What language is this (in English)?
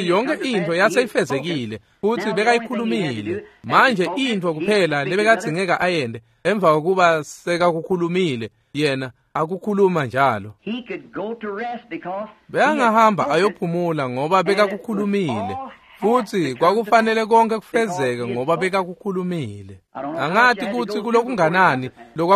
Swati